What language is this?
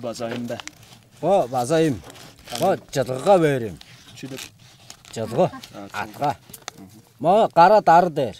Tuvinian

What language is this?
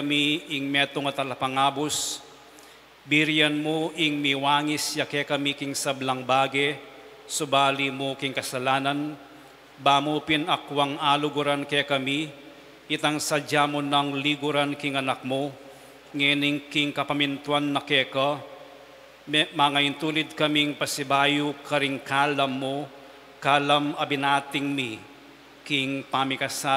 Pampanga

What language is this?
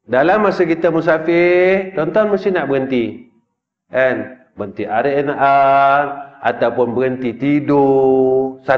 Malay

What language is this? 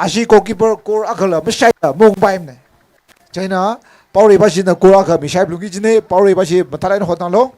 Tangkhul Naga (India)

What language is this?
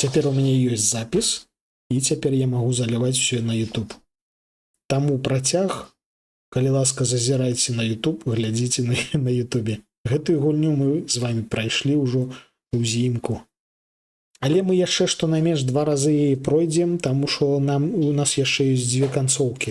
Belarusian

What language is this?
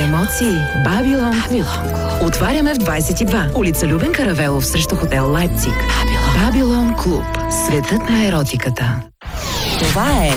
Bulgarian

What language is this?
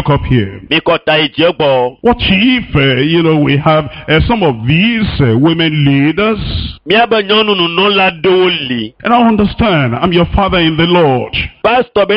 Ewe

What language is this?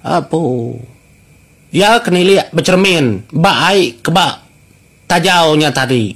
Iban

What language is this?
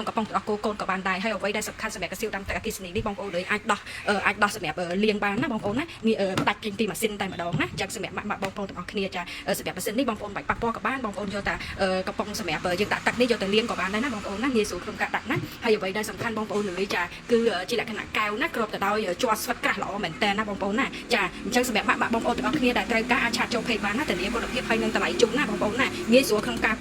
Khmer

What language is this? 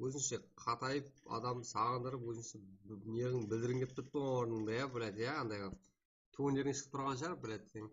Kara-Kalpak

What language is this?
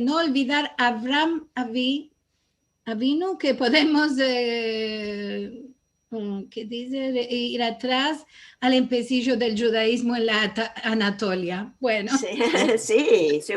Ladino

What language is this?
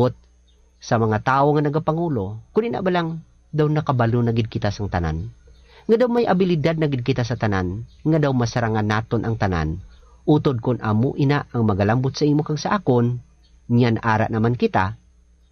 Hiligaynon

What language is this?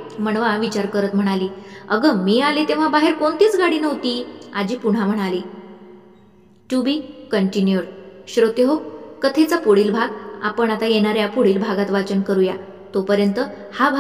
Marathi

